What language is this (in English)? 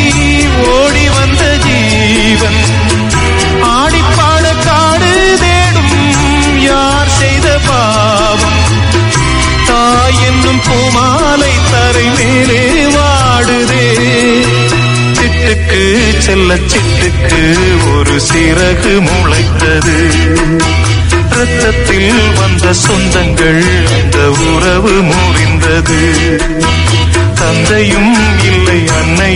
Tamil